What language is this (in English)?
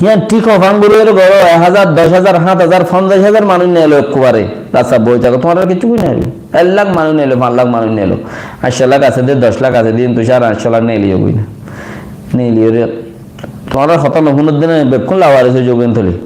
Rohingya